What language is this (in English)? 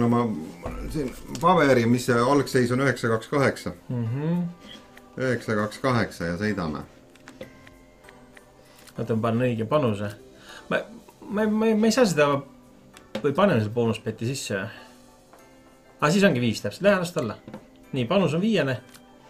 Estonian